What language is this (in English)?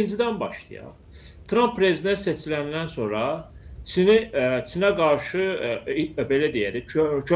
Azerbaijani